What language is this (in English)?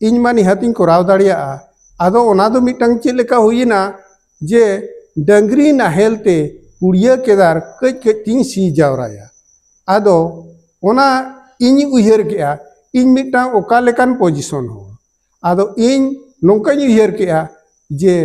Santali